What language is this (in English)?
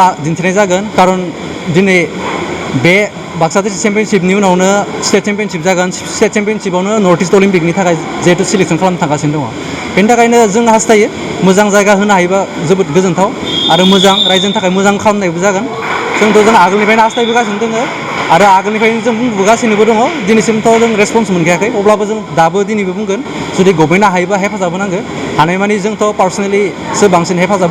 Bodo